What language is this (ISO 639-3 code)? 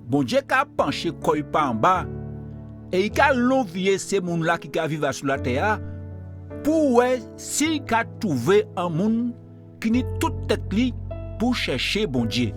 gcf